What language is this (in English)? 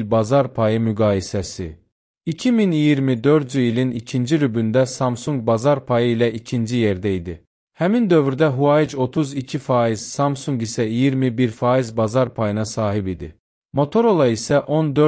Azerbaijani